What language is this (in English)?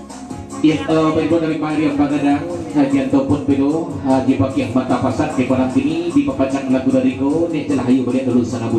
Minangkabau